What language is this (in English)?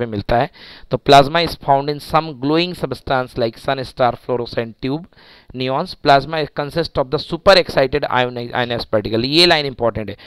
Hindi